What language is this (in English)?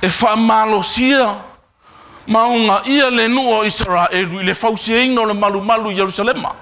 Samoan